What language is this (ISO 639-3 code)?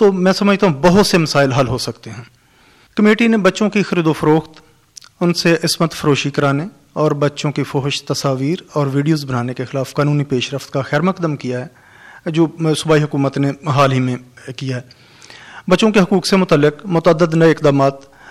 urd